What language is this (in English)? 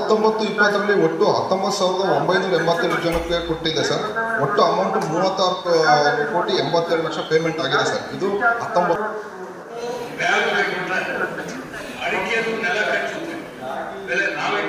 Kannada